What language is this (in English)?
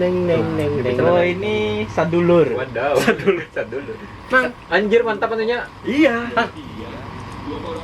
Banjar